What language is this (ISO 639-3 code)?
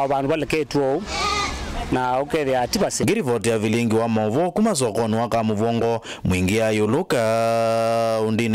kam